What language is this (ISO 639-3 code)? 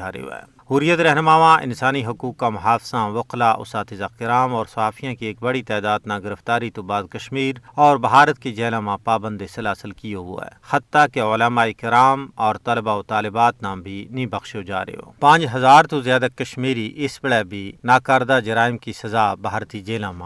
gju